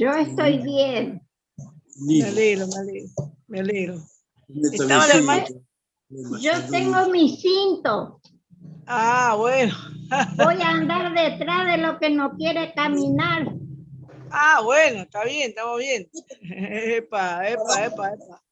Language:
Guarani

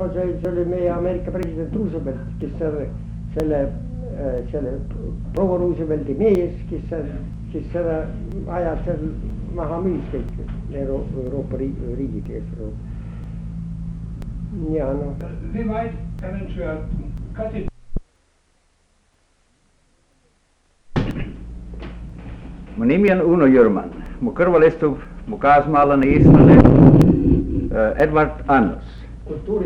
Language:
Estonian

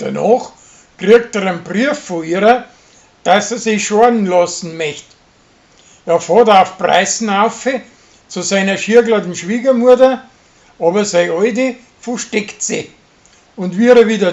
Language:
Bavarian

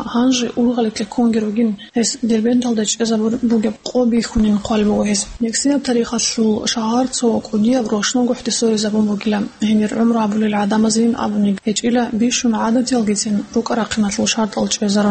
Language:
Avaric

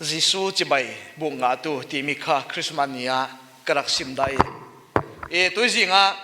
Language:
Falam Chin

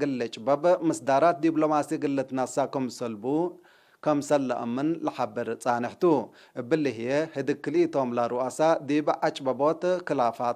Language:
Tigre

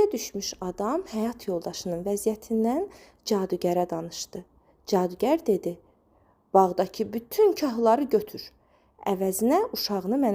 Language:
Azerbaijani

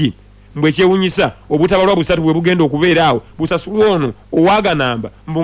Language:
Ganda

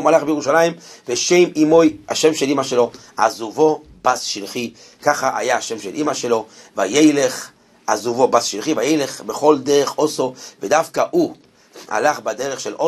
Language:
Hebrew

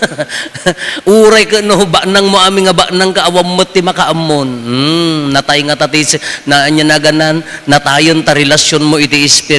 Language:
Iloko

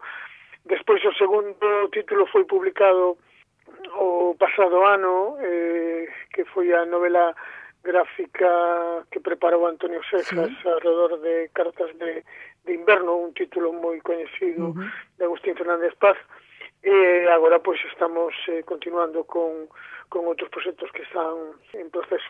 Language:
Galician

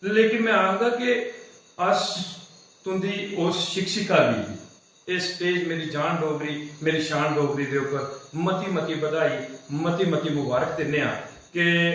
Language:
Dogri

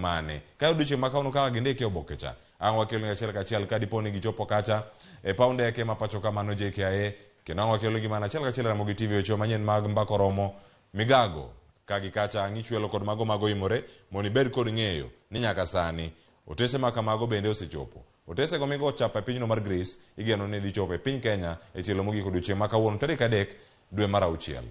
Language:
Luo (Kenya and Tanzania)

